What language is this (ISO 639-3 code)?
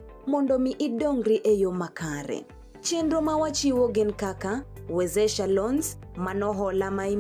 luo